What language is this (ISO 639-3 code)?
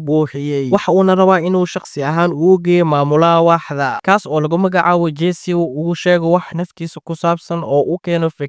som